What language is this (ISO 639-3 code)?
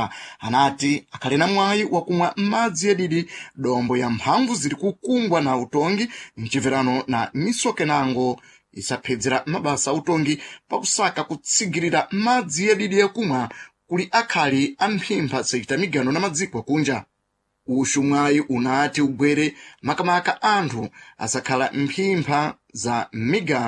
seh